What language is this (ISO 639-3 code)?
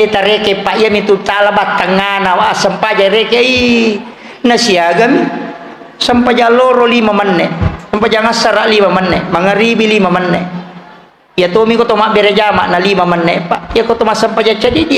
bug